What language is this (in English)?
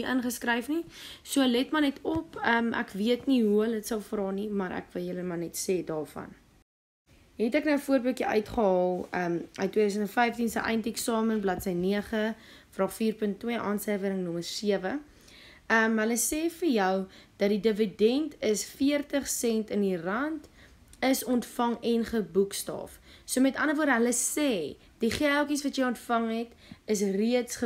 Afrikaans